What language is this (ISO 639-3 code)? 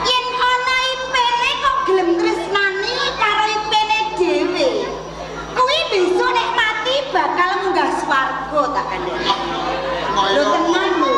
jav